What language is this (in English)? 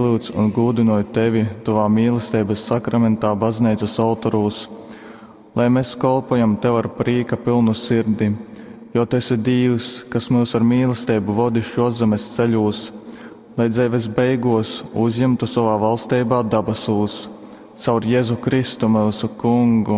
Latgalian